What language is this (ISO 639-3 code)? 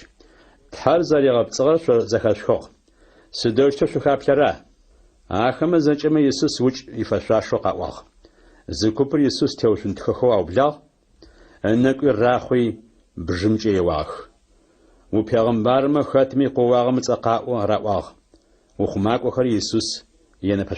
ady